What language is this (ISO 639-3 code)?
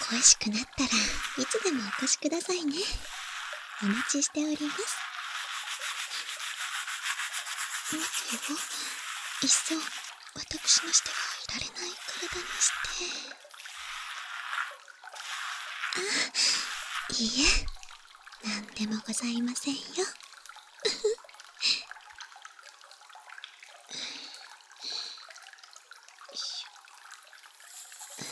jpn